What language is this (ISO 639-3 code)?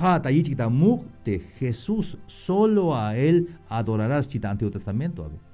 tzh